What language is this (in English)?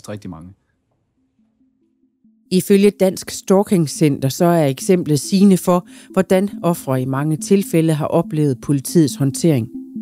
Danish